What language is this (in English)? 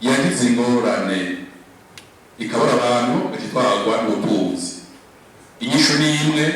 Rundi